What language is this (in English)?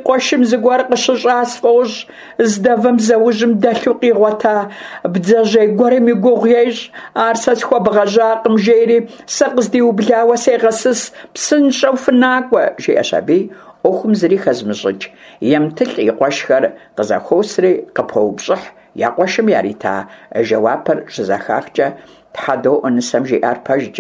Kabardian